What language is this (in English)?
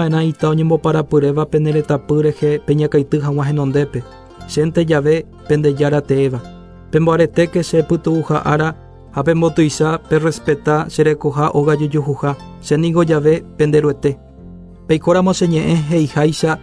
Guarani